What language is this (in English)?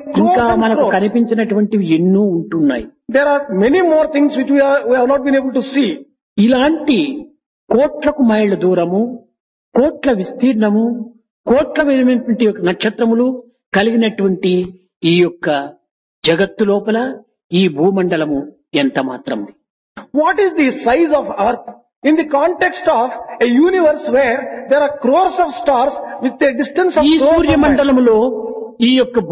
Telugu